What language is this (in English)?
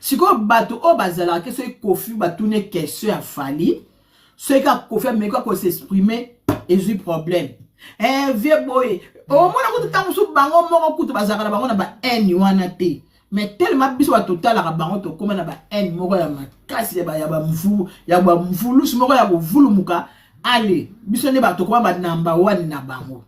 Lingala